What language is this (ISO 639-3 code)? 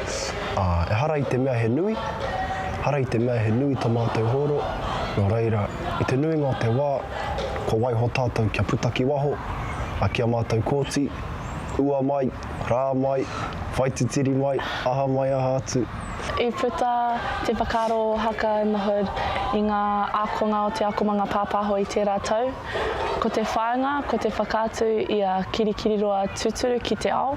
mri